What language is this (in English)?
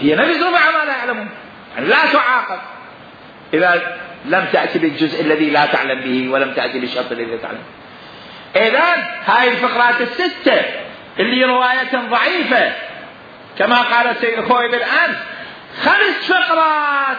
Mesopotamian Arabic